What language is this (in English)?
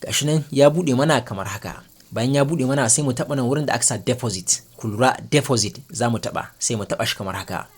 Hausa